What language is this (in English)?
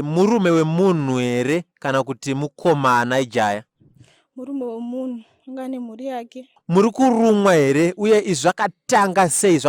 Shona